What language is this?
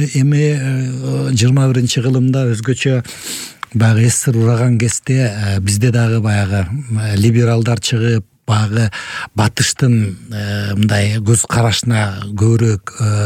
Kyrgyz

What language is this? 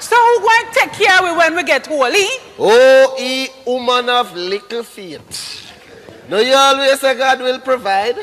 Jamaican Creole English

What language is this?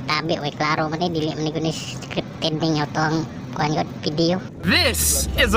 Cebuano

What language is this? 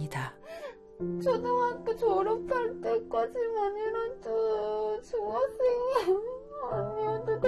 Korean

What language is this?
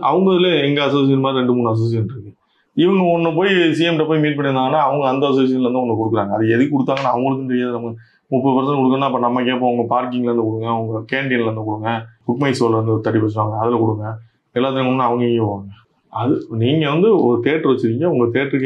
Tamil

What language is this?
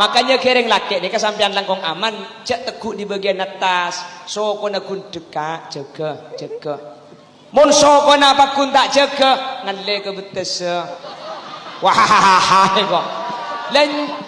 Madurese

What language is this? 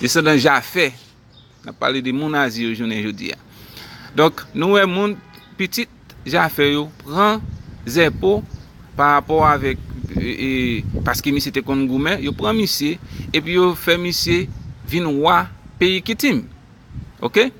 Haitian Creole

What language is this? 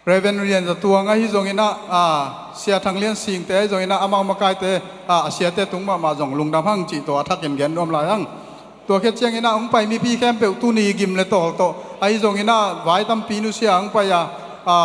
Tedim Chin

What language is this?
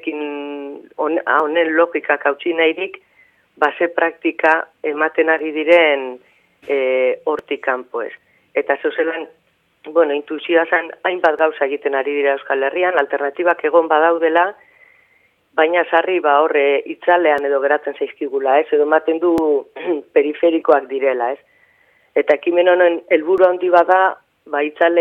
Basque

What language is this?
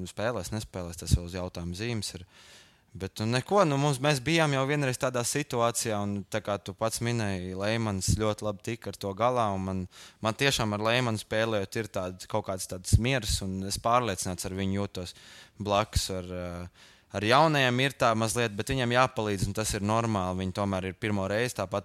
Latvian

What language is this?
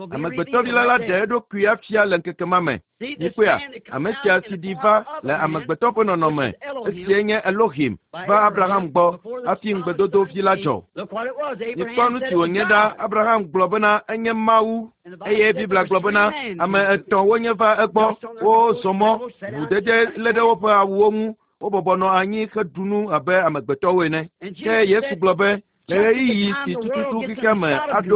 Ewe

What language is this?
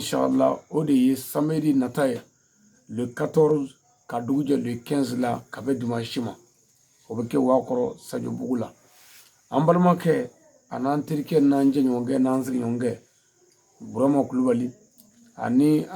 Bambara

